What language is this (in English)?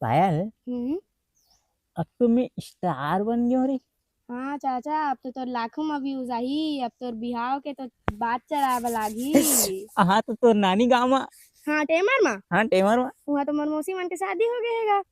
Chhattisgarhi